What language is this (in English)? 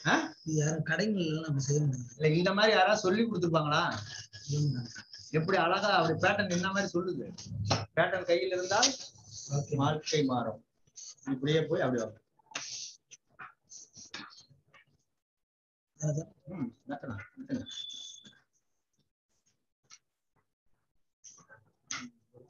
Tamil